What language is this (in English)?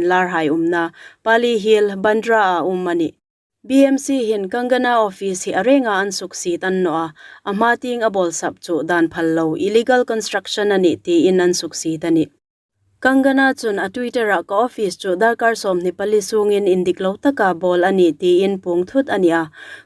Hmar